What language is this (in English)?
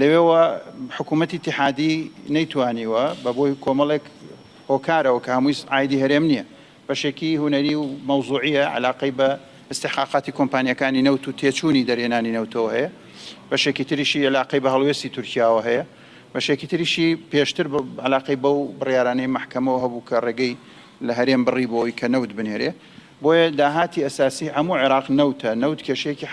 Central Kurdish